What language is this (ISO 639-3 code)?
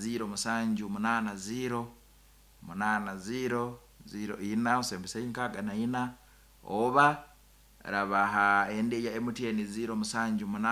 nyn